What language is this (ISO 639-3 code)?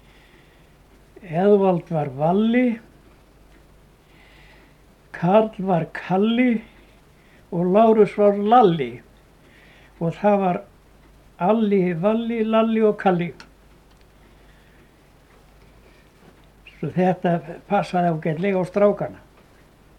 isl